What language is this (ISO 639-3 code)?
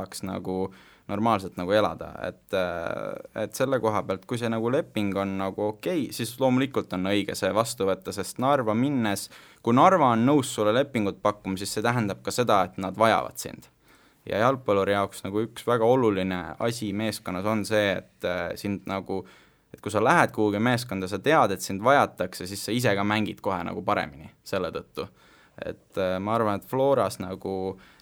est